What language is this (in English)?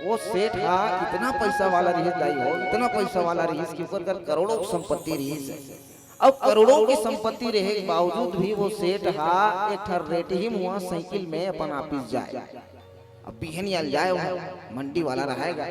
Chhattisgarhi